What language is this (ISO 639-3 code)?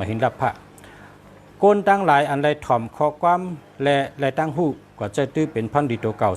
shn